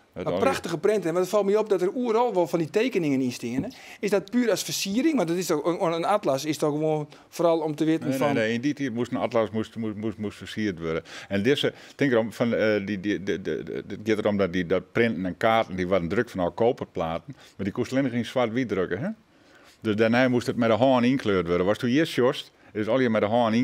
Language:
Western Frisian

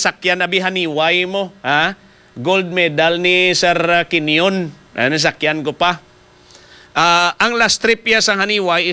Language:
Hiligaynon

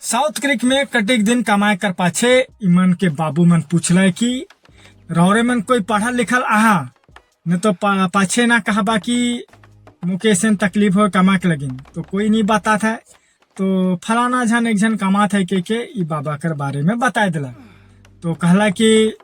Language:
Sadri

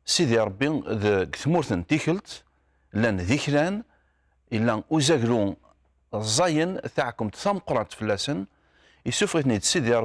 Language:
Kabyle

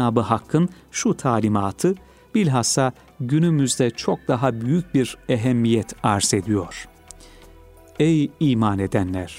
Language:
Turkish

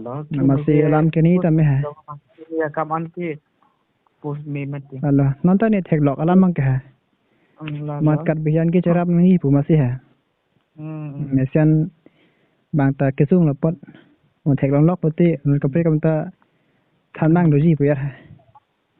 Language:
Karbi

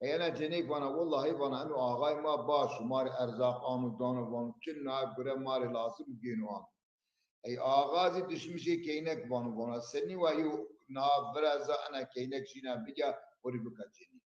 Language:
Zaza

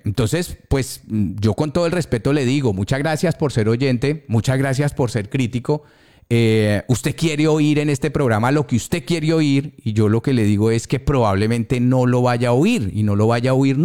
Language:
Spanish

